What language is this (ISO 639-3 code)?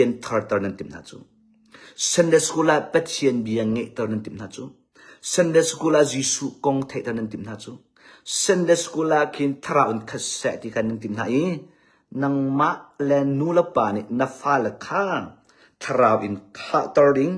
cnh